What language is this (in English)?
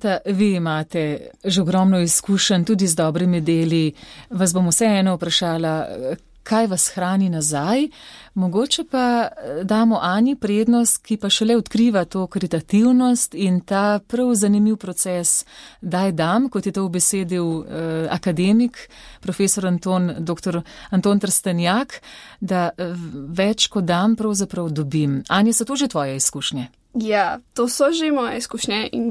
Slovenian